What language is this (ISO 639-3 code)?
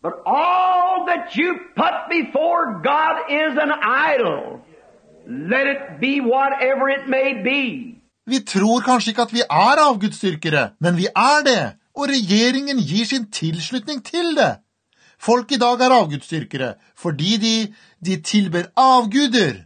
nor